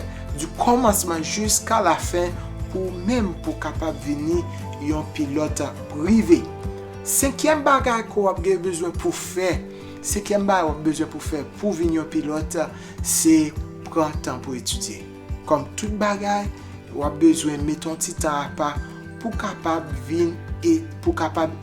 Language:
Haitian Creole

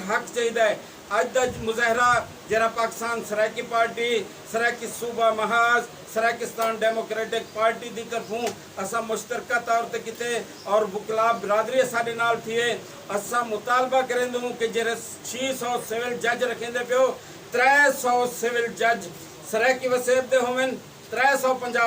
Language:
Saraiki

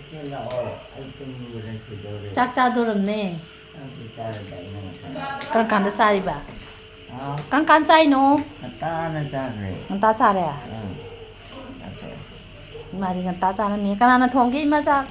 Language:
Manipuri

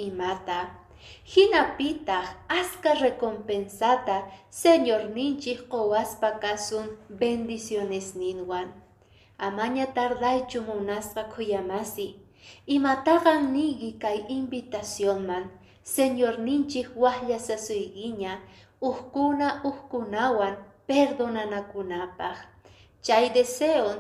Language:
Quechua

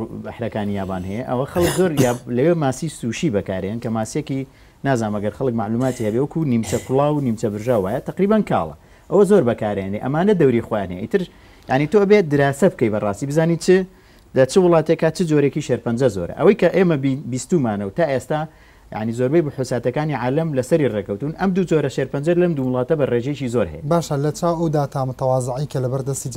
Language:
Central Kurdish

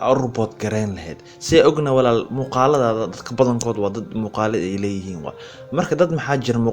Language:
Somali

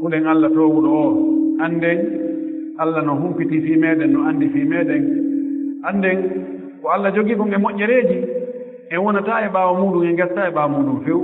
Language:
Fula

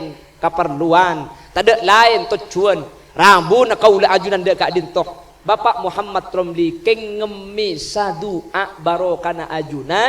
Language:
Madurese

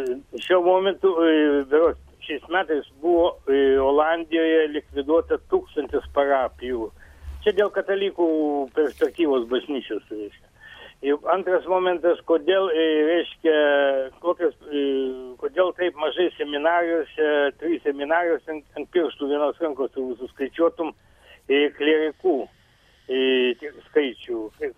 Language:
Lithuanian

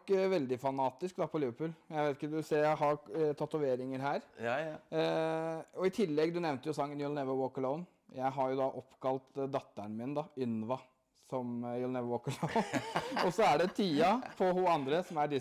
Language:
Norwegian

